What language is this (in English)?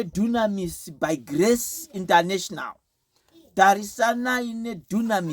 Shona